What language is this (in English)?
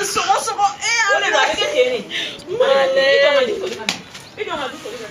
Bambara